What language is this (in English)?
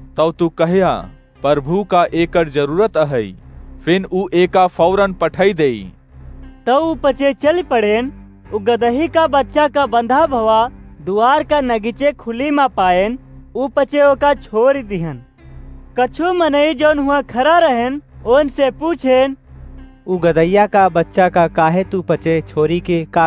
Awadhi